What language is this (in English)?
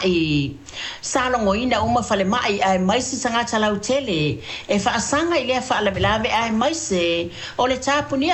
Samoan